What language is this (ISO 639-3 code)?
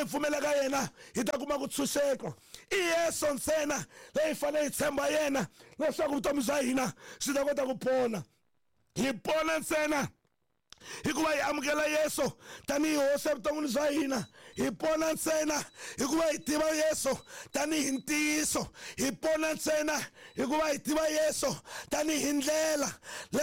tso